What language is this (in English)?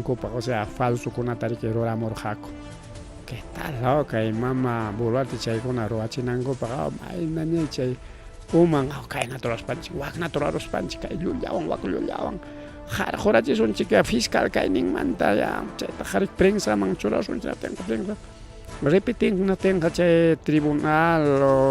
Ayacucho Quechua